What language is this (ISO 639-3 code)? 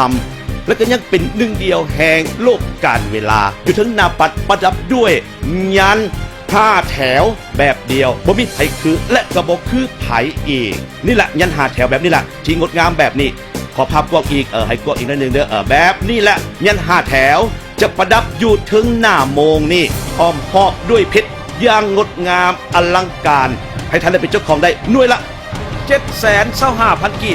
lao